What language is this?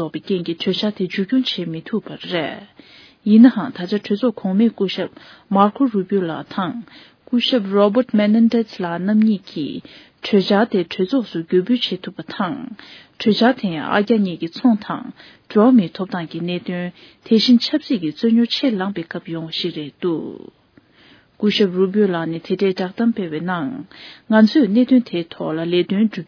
Tibetan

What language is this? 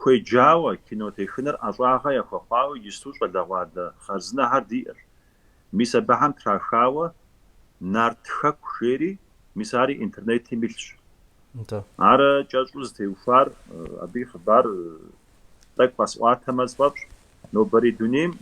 Kabardian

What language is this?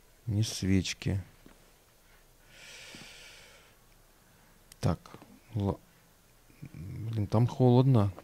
Russian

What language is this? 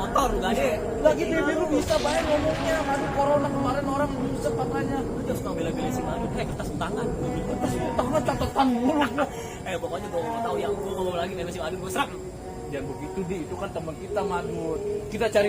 Betawi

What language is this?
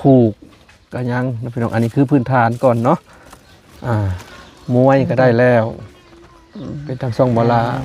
Lao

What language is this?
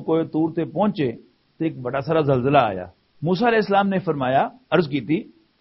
Western Panjabi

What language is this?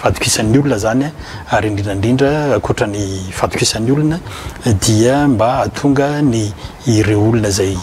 Malagasy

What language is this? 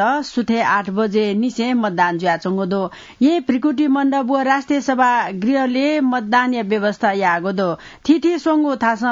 Newari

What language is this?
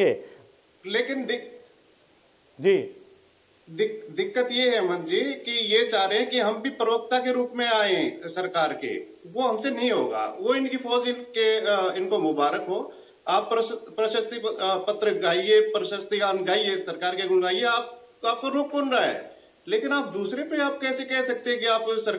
Hindi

